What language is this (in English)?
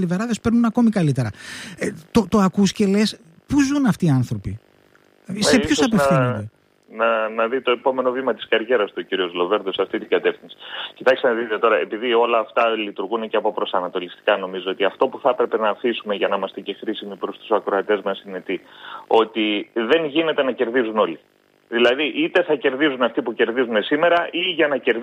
Greek